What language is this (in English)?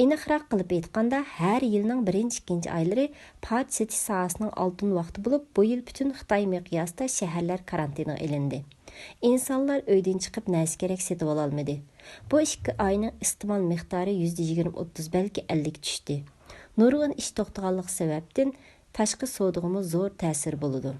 Uyghur